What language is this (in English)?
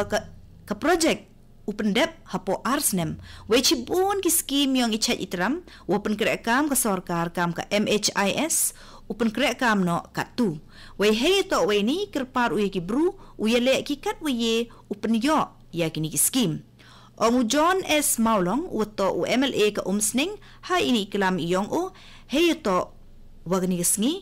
Khasi